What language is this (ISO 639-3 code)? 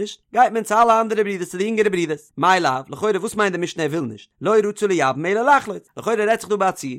yid